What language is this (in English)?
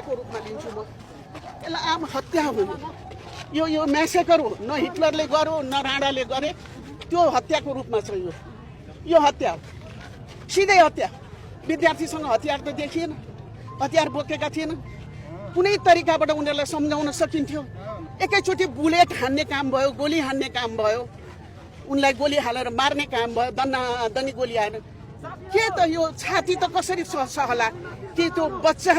Nepali